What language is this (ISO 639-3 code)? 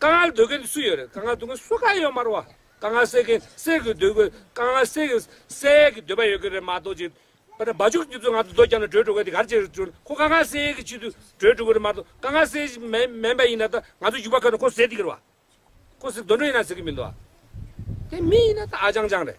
bod